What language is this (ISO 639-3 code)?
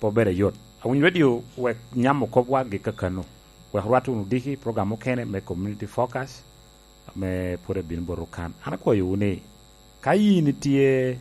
laj